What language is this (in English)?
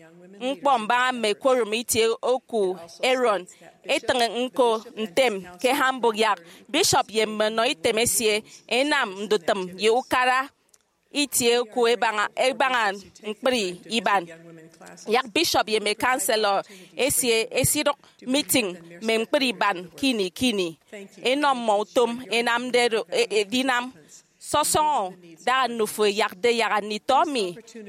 Efik